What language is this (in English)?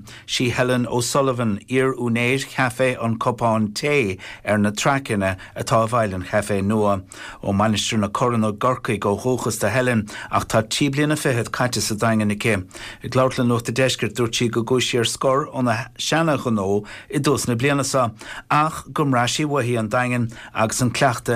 Irish